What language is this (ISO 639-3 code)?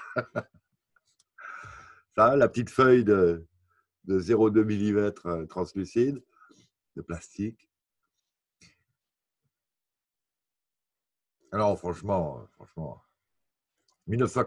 fra